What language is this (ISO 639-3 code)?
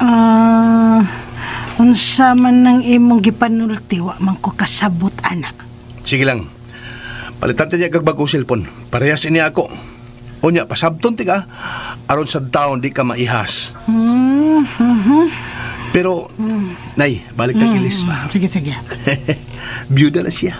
ceb